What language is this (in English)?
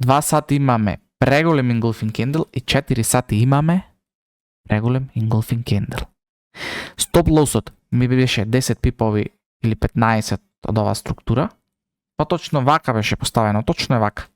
Macedonian